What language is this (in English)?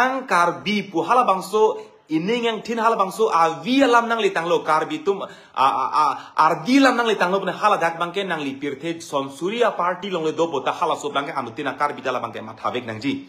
Karbi